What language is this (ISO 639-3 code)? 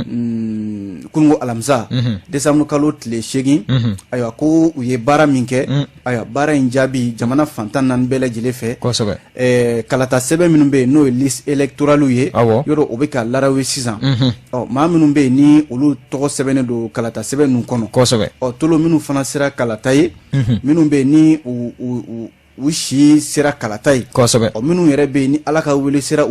bam